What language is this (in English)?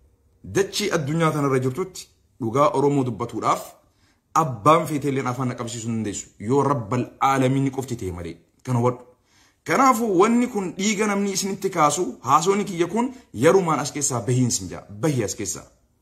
Oromo